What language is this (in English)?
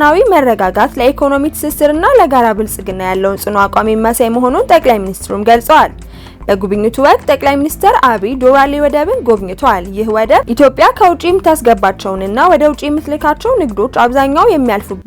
Amharic